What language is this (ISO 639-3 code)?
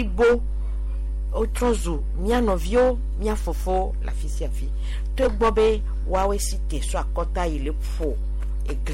gej